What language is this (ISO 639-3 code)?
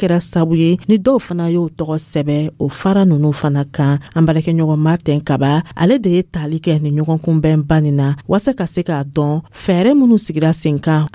dyu